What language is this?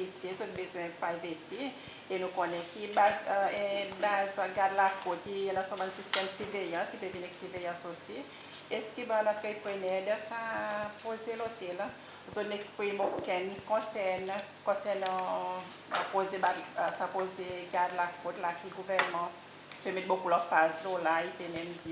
Seselwa Creole French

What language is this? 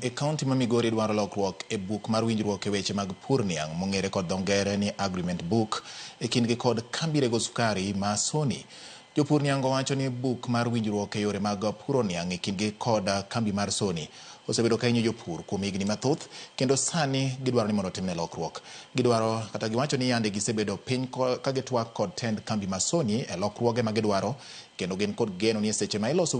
Luo (Kenya and Tanzania)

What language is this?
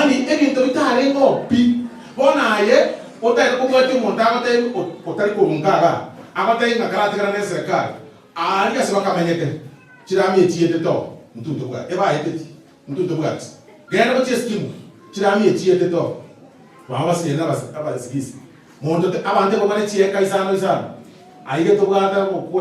Gusii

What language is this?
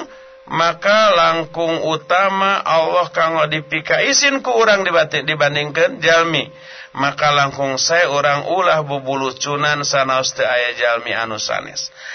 Sundanese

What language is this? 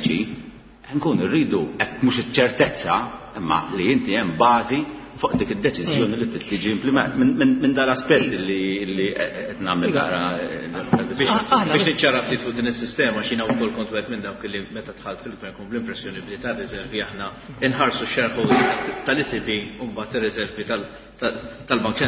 Maltese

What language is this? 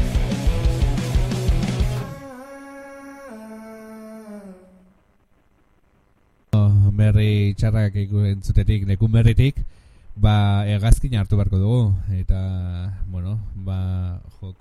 Basque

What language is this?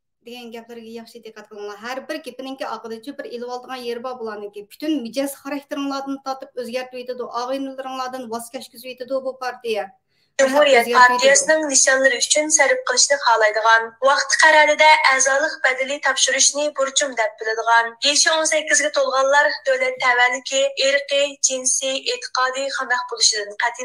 Uyghur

